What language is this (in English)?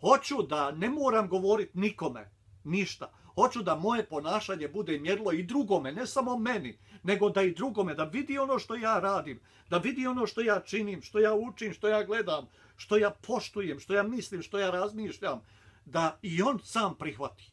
Bosnian